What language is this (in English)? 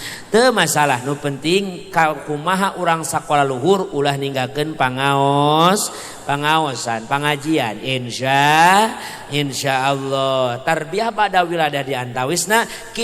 Sundanese